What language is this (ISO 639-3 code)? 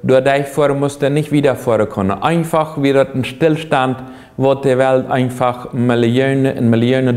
pdt